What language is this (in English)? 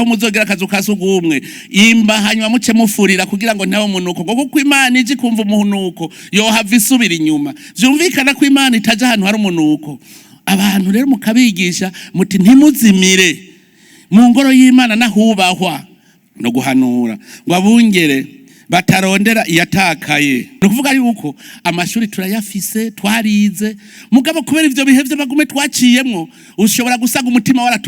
Rundi